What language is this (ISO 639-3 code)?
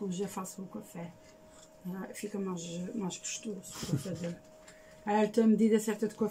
por